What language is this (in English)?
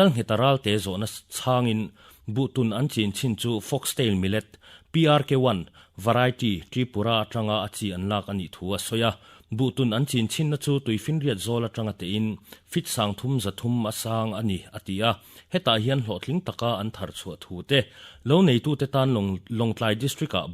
Mizo